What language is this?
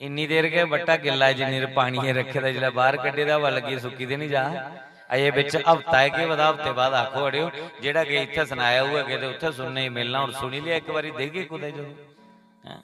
Dogri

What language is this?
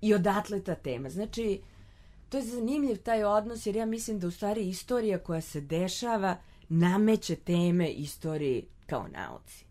Serbian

